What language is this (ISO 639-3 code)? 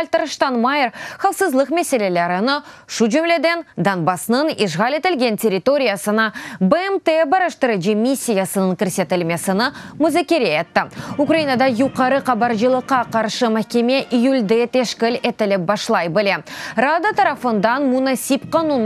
crh